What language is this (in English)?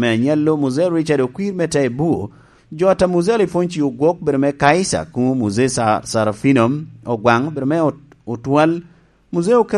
Lango (Uganda)